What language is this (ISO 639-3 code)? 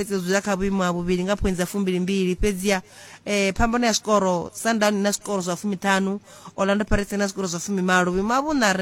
ven